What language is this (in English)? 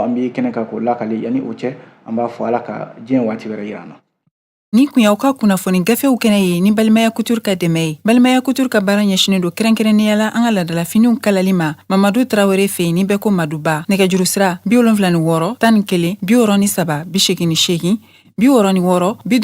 Bambara